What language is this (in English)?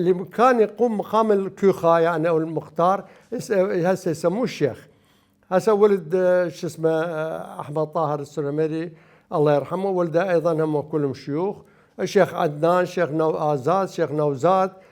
Mesopotamian Arabic